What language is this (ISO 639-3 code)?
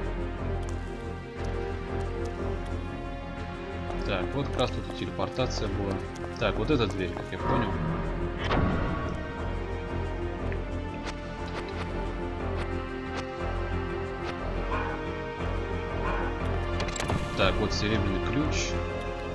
rus